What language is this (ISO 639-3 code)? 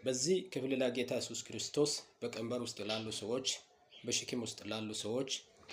amh